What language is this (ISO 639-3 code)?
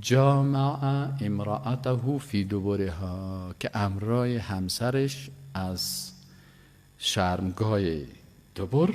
fas